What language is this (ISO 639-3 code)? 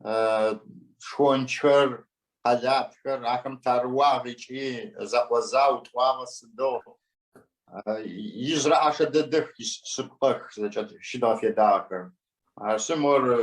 ady